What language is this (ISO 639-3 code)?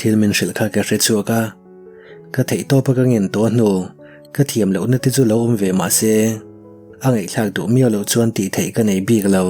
lus